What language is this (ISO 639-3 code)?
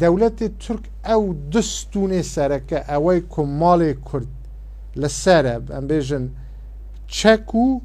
kur